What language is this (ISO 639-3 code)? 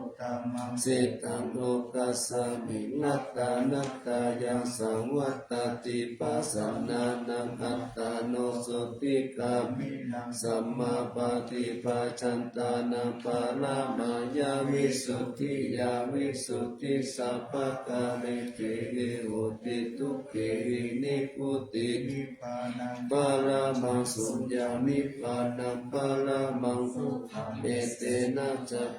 pli